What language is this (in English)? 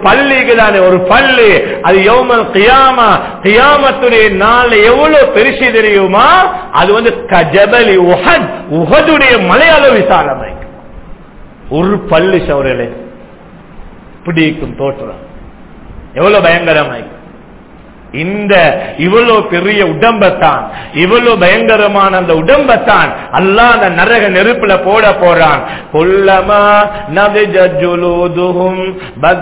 Tamil